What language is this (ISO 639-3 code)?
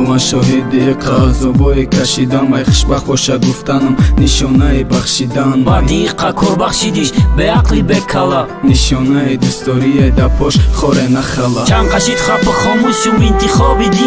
fas